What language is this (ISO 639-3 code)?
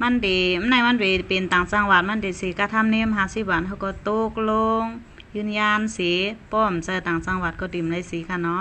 shn